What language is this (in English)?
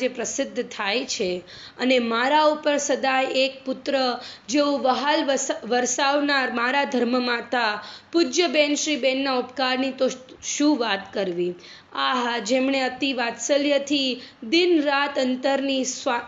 Gujarati